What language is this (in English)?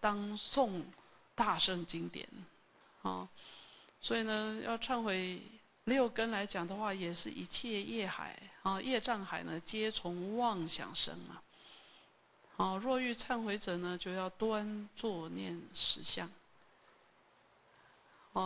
Chinese